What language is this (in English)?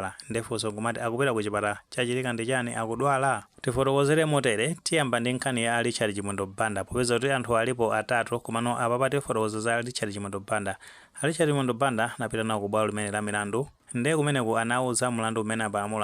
Nyanja